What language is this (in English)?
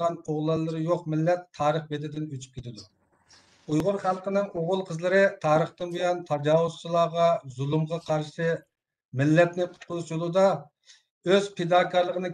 Uyghur